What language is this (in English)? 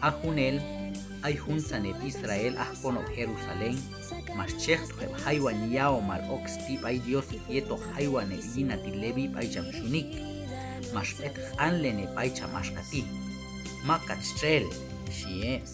Q'anjob'al